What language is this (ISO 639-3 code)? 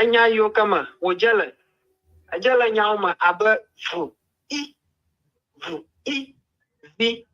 ewe